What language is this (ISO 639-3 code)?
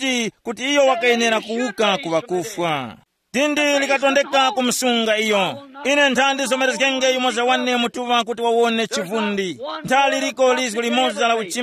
tum